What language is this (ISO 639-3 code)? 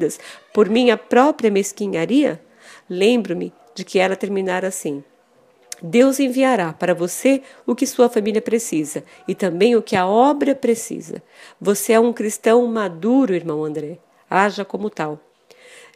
por